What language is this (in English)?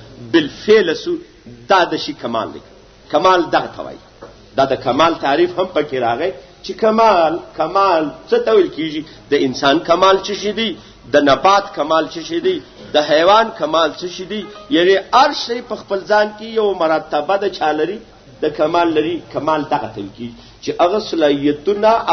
Pashto